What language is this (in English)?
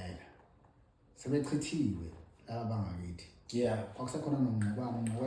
Zulu